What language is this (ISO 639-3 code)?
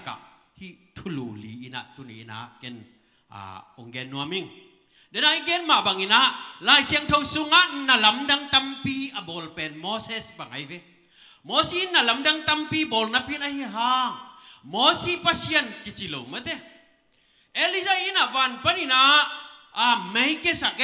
ctd